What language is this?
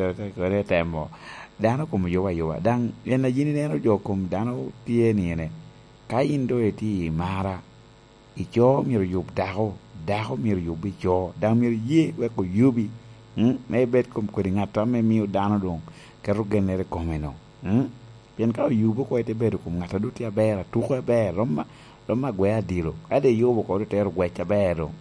Lango (Uganda)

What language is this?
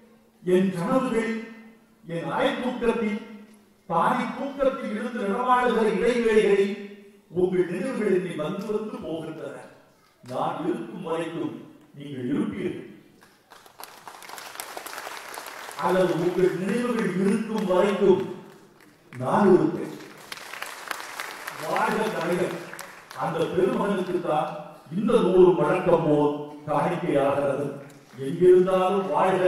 Tamil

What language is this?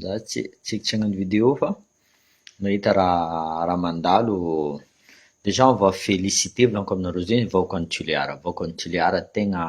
Malagasy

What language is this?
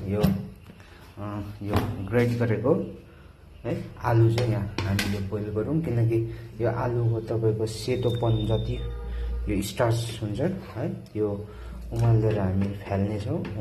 Nepali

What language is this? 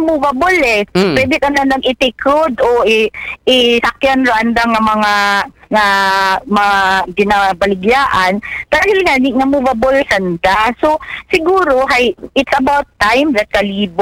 Aklanon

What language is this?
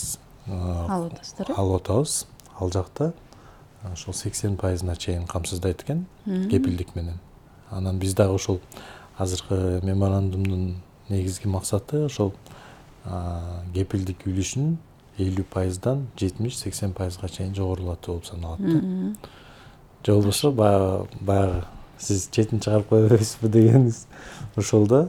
Kyrgyz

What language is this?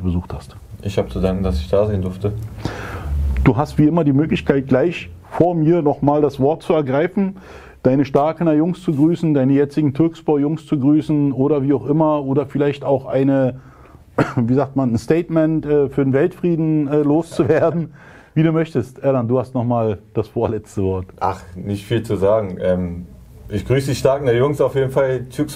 German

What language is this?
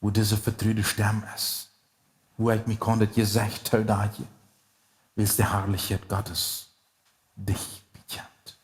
Plautdietsch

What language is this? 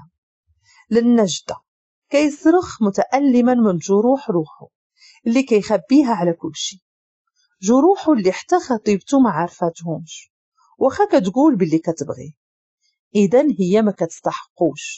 Moroccan Arabic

